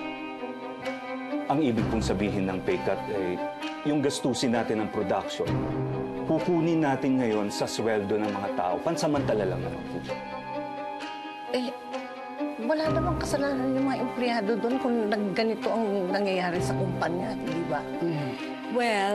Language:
Filipino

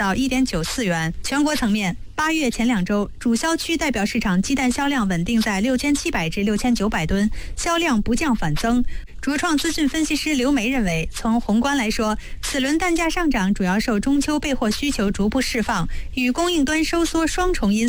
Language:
Chinese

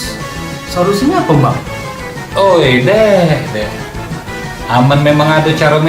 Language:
Musi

